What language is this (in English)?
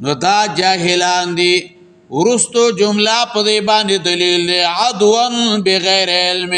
Pashto